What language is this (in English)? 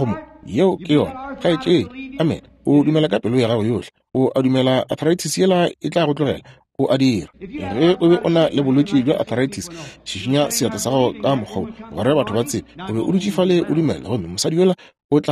Northern Sotho